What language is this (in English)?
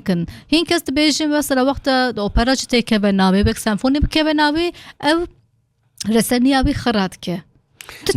Kurdish